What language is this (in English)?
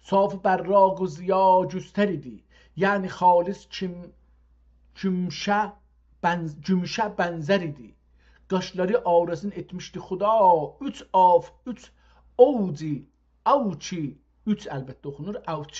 South Azerbaijani